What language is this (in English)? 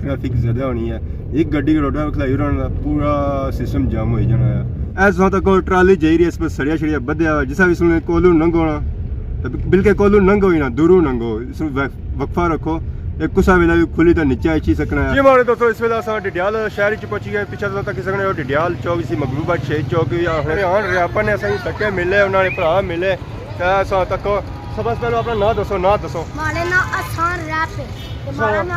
Pahari-Potwari